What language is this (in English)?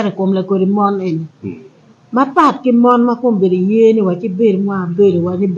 Acoli